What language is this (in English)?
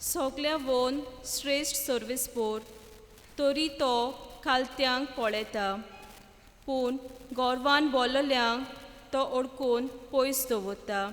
Konkani